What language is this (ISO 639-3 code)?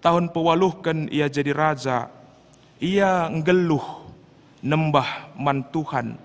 btx